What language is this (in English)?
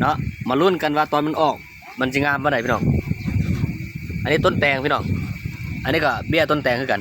Lao